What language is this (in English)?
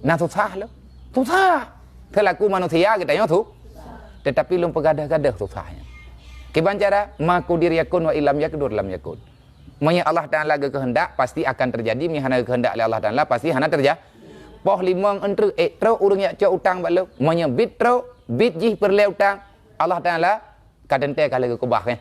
Achinese